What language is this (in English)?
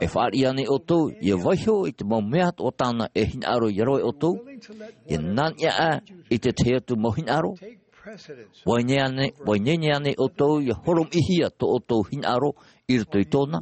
Tahitian